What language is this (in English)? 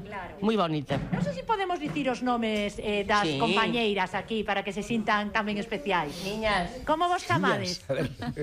Galician